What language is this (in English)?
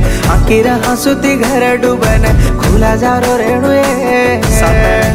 Lambadi